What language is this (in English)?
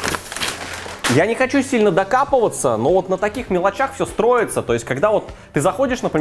Russian